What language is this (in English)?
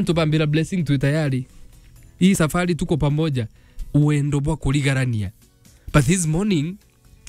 Meru